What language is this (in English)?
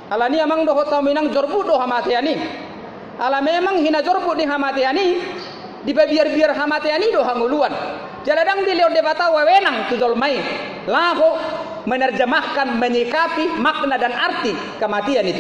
Batak Toba